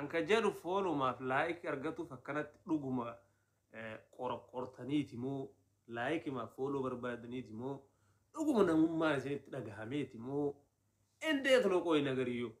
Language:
Oromo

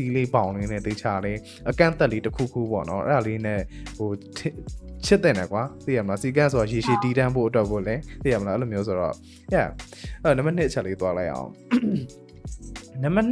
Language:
Burmese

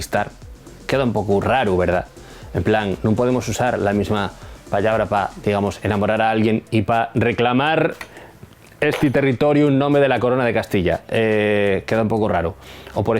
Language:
Asturian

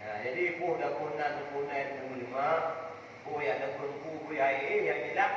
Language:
Achinese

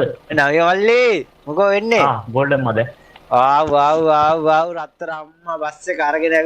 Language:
Sinhala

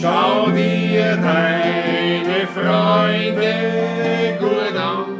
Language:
Bavarian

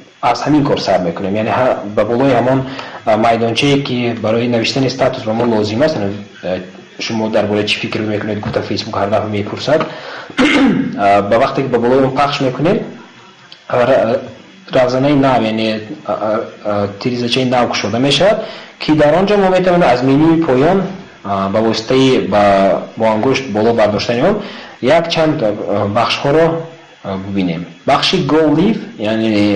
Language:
Tajik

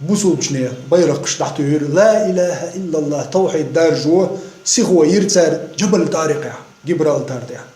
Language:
Chechen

